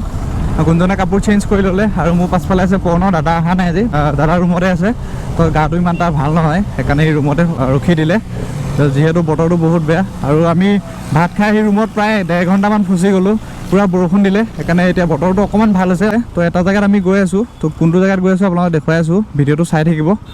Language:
Assamese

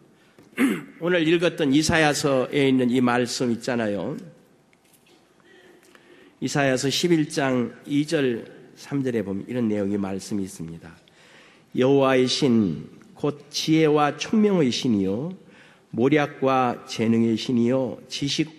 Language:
Korean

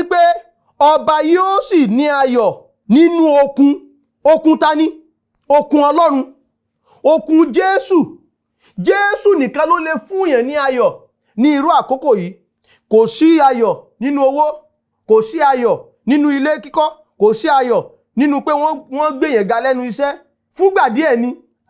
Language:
Yoruba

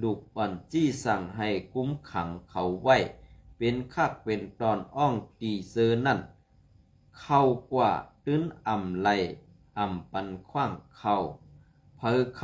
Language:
Shan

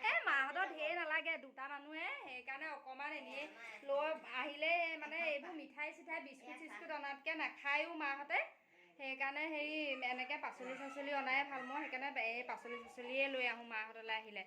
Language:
Assamese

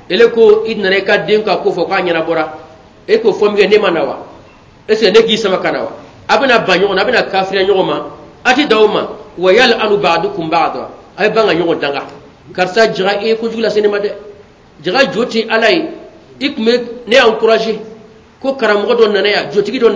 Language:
Bambara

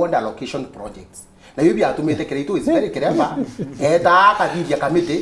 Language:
Meru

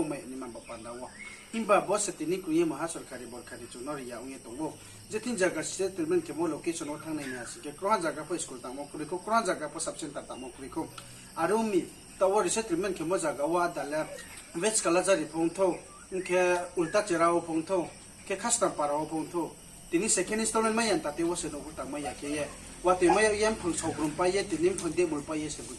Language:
Riang (India)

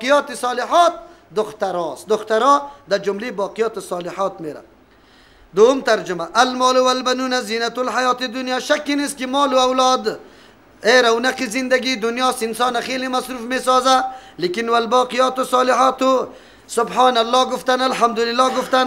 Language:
Persian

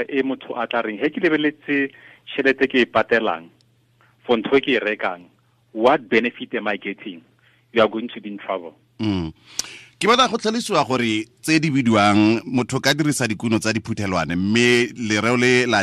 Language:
Tswana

